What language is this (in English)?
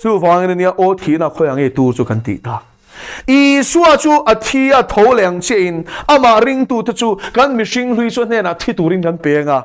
Mizo